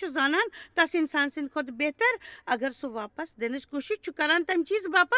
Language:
Kashmiri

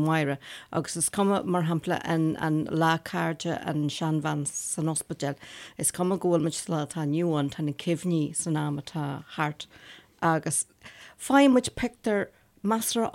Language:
Irish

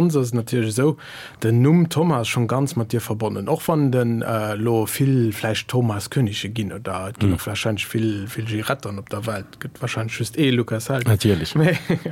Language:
Luxembourgish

